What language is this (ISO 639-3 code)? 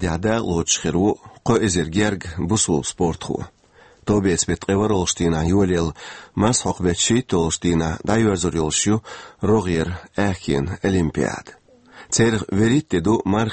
che